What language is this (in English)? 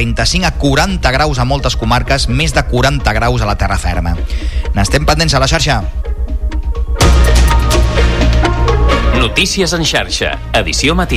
Catalan